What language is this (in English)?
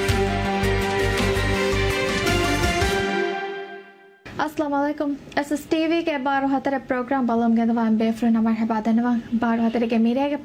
Divehi